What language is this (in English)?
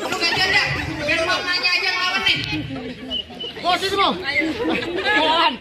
Betawi